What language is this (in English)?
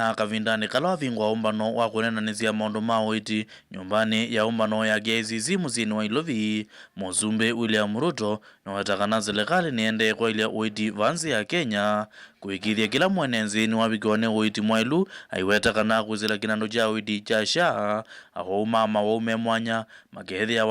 Kamba